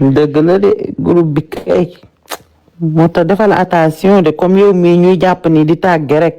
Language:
Wolof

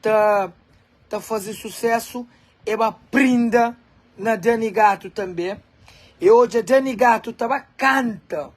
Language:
Kabuverdianu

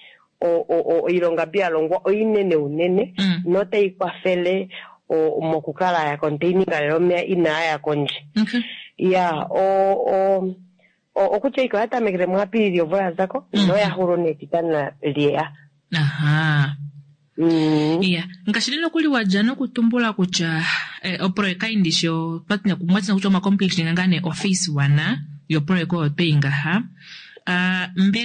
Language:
Kuanyama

